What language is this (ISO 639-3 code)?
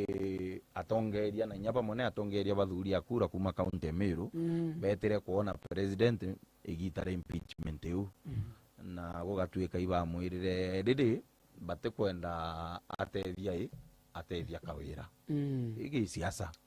mer